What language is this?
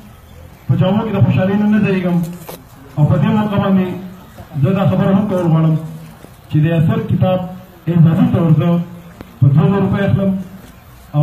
Pashto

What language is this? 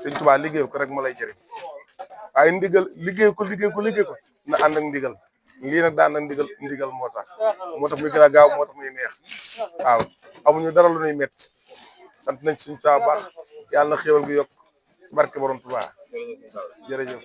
Wolof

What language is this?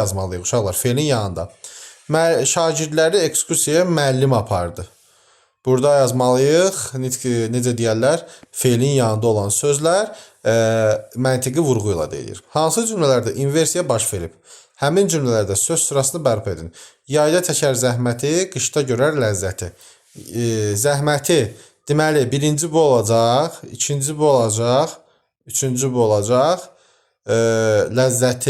Azerbaijani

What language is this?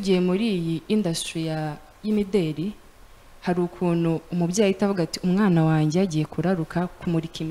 Kinyarwanda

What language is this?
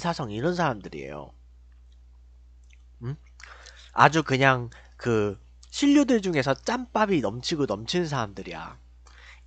Korean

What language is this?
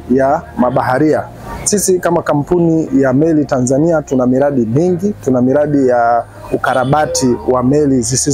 Swahili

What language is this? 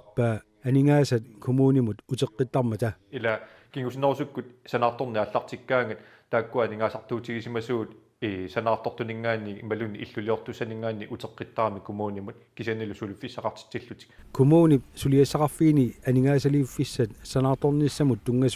Kalaallisut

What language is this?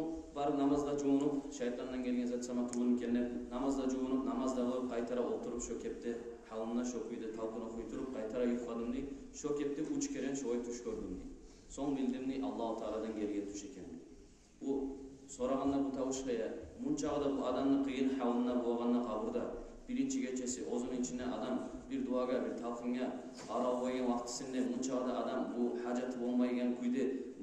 Kumyk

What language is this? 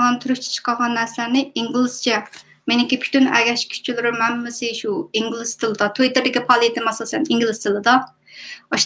Uyghur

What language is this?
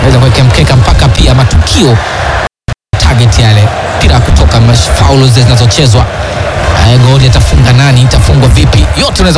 Swahili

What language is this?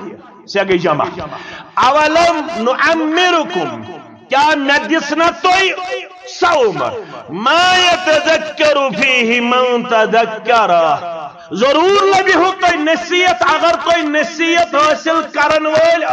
Kashmiri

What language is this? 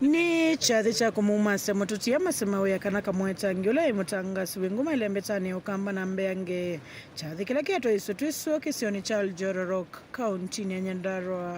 Kamba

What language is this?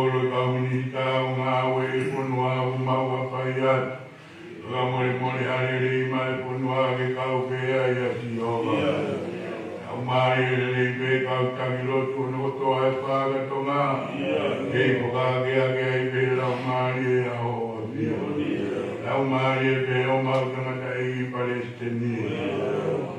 Tongan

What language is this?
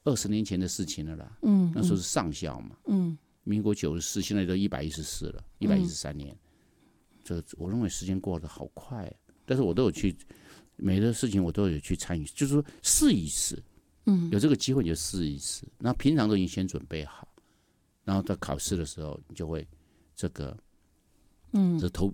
Chinese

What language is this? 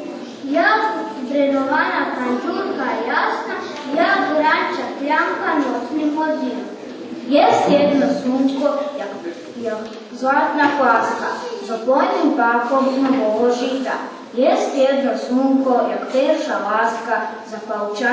Rusyn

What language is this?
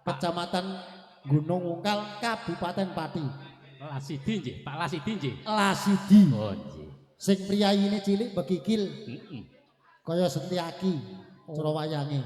Javanese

